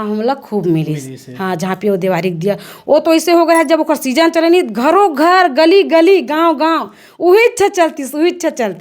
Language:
Chhattisgarhi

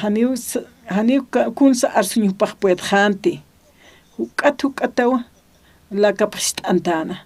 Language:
Aymara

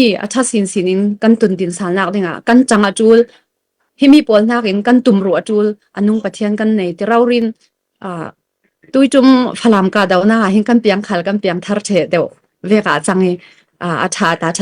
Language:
Falam Chin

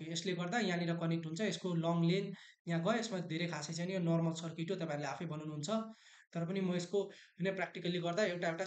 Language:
Nepali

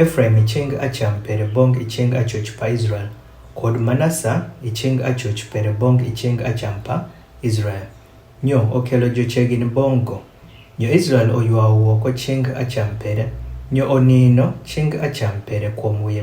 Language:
Adhola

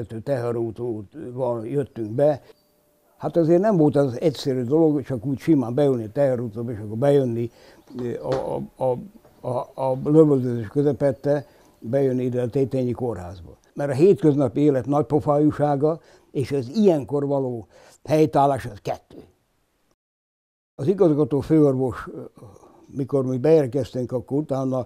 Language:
Hungarian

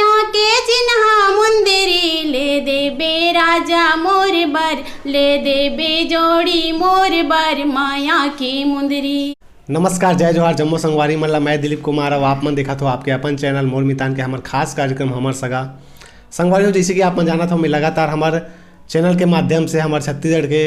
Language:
Chhattisgarhi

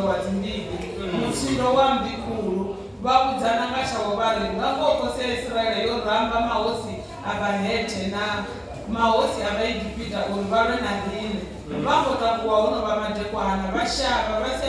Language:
Venda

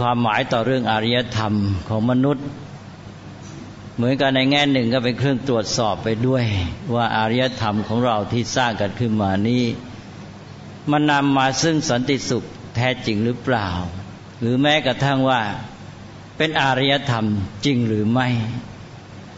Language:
Thai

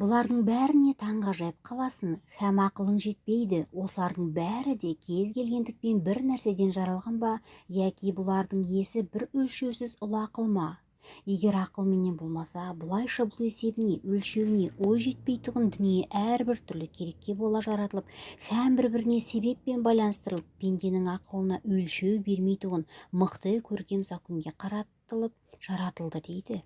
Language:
Kazakh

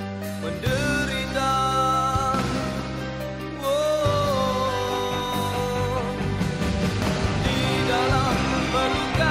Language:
Malay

